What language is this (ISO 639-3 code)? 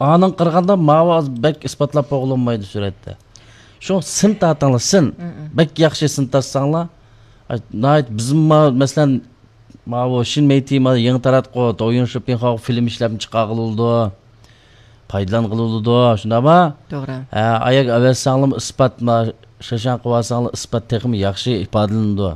uig